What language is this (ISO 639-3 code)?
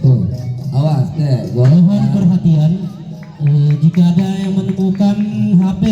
bew